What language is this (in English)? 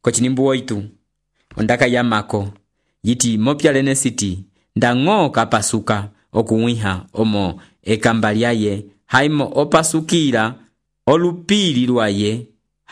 Umbundu